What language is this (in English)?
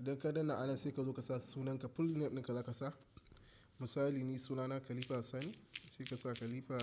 Hausa